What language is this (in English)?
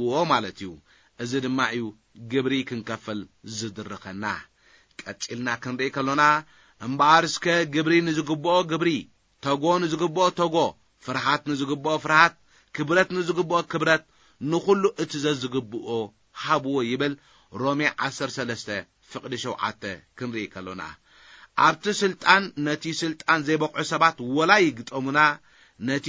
Tigrinya